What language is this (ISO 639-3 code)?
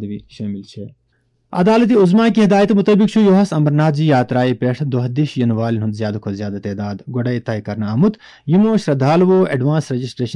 kas